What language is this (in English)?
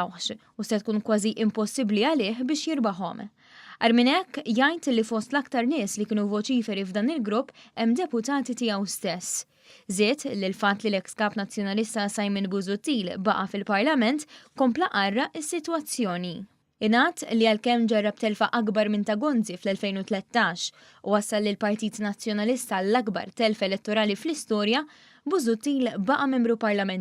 Maltese